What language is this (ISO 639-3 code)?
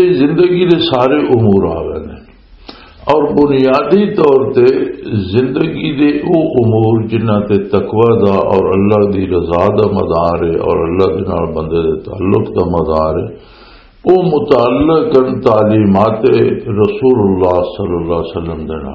lah